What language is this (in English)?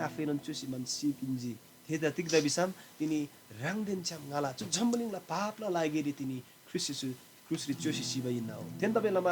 Eastern Tamang